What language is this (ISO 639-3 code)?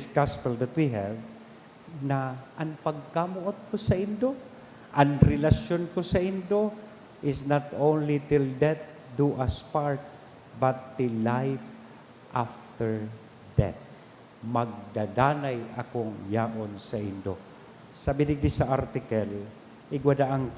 bik